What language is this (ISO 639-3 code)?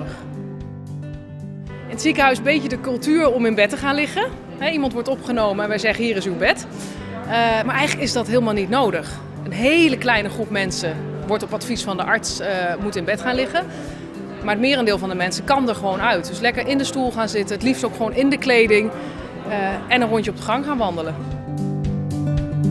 nld